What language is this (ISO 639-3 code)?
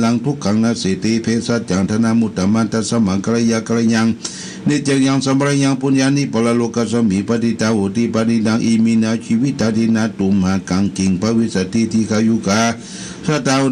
pli